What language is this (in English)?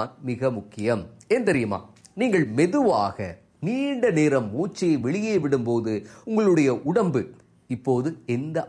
Tamil